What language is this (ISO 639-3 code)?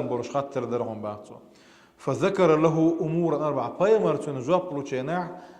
che